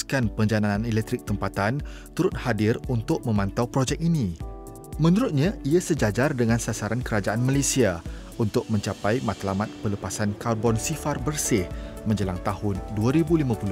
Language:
Malay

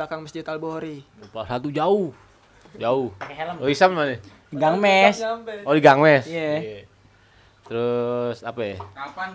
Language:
Betawi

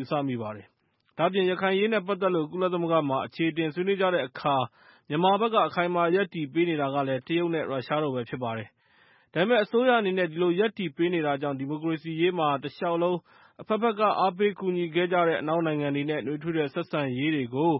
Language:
Burmese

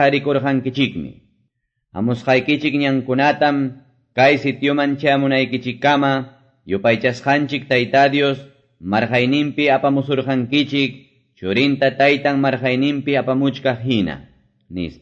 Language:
Quechua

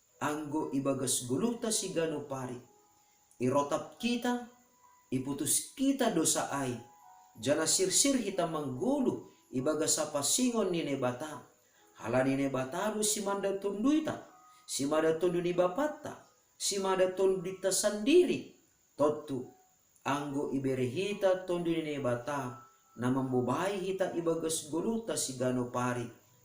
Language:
Batak Simalungun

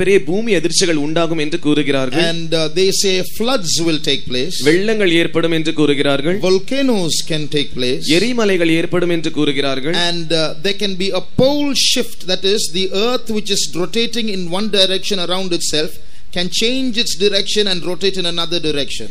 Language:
Tamil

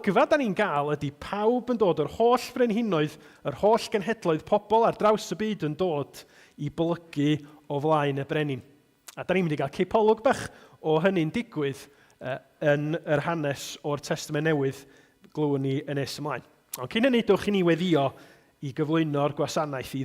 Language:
Welsh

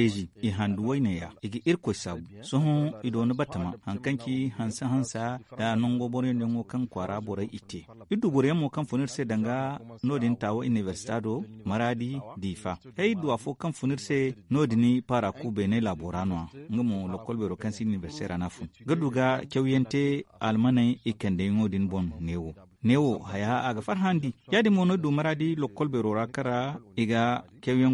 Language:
Zarma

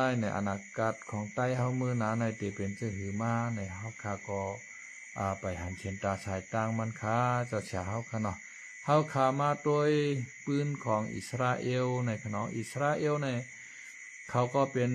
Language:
Shan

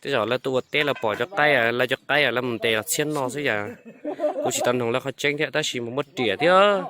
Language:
Hmong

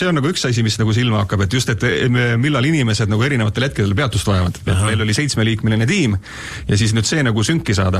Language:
Estonian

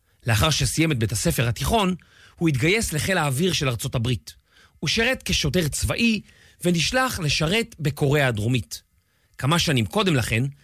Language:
Hebrew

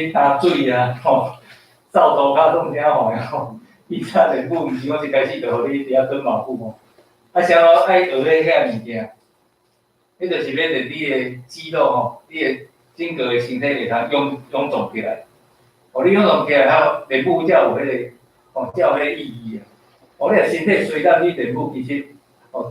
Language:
Min Nan Chinese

